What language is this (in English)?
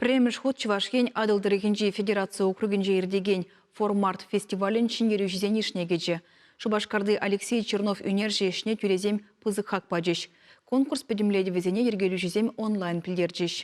Chuvash